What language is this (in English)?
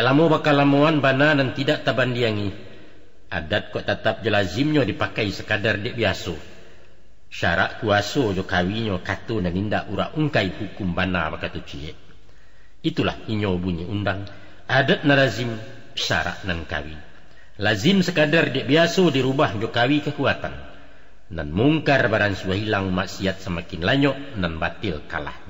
Minangkabau